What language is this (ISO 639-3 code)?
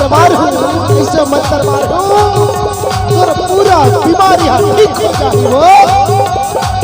hne